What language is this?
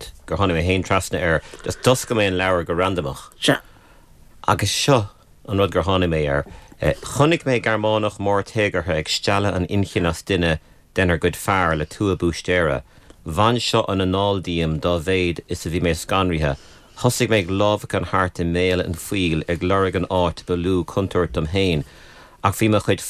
Irish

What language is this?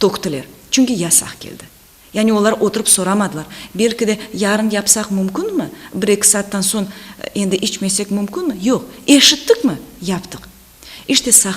Crimean Tatar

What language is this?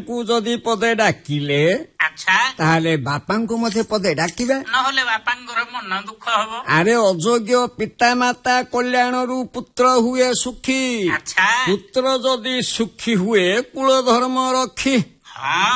Odia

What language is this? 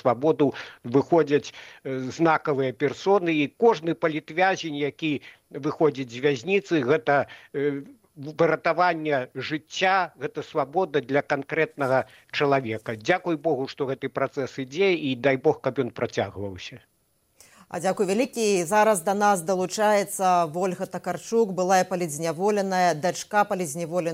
Belarusian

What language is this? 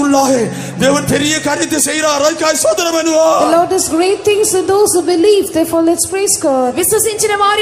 Tamil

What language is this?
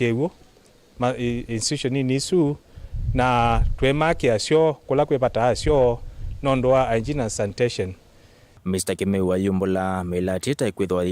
Kamba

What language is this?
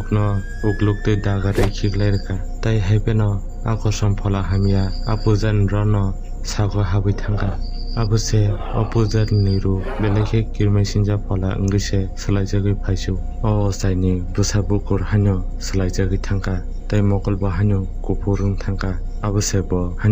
Kok Borok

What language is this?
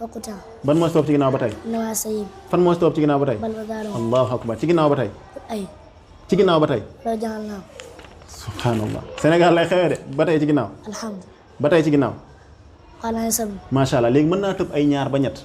Wolof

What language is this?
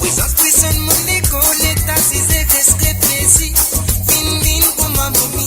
Morisyen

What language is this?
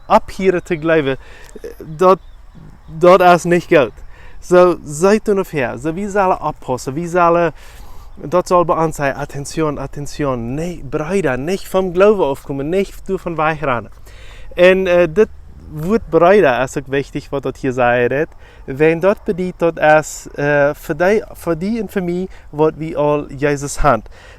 Plautdietsch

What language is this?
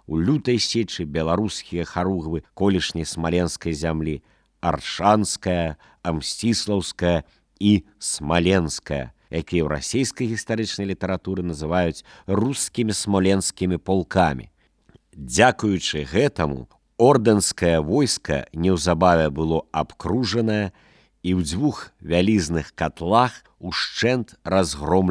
Belarusian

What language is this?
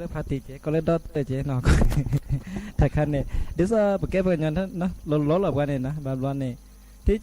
S'gaw Karen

